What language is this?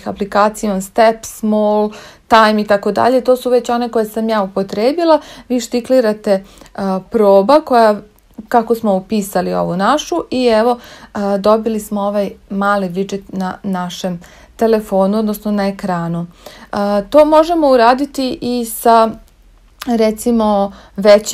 Serbian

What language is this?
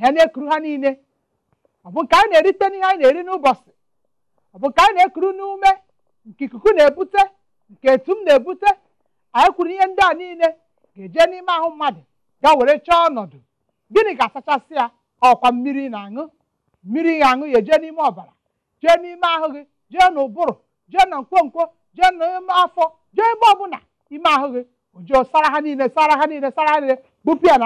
Igbo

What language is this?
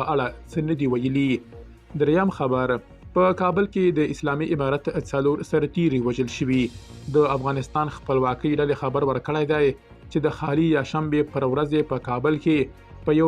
Pashto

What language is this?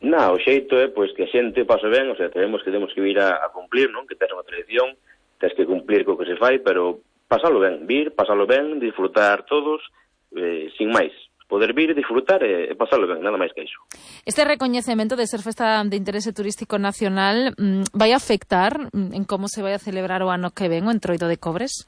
Galician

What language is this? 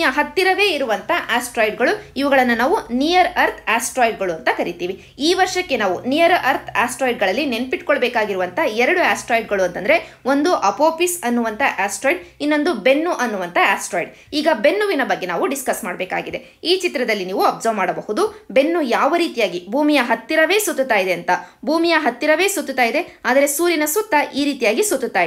Kannada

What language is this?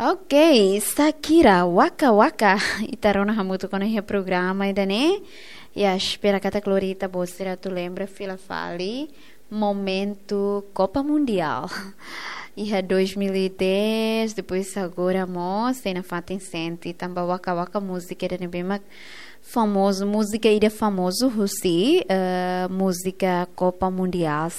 Tetum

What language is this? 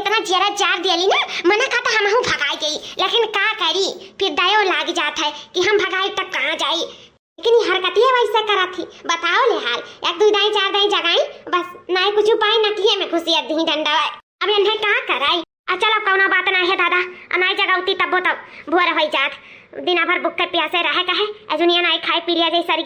Awadhi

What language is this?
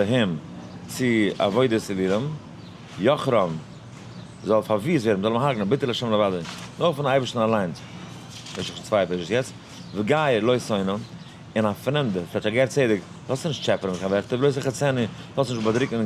Yiddish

